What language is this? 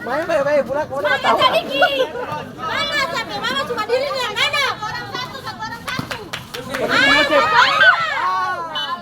Ambonese Malay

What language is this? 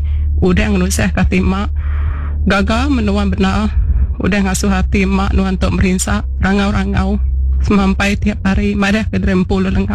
Iban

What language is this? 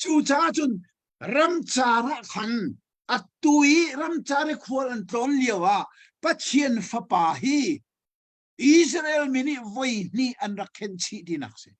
Hakha Chin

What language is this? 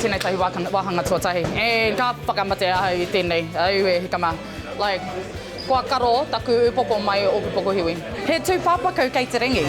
Māori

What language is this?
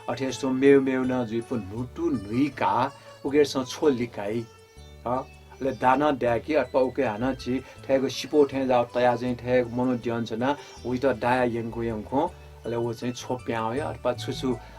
Newari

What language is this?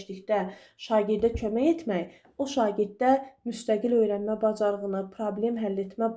Azerbaijani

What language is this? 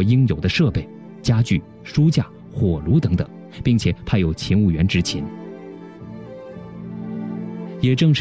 Chinese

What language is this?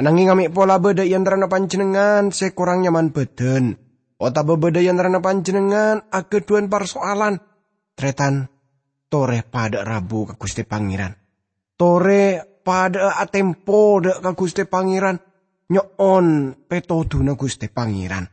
Madurese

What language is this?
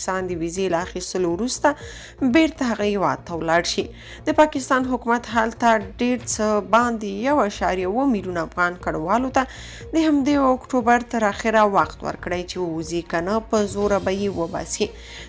Pashto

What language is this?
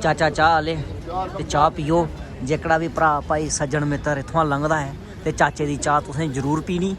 Dogri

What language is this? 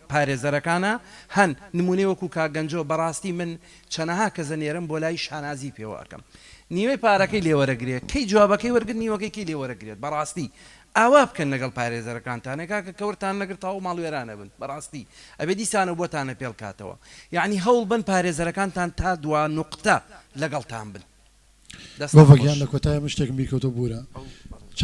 Central Kurdish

